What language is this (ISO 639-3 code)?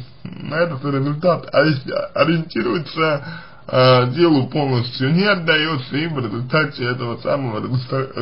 rus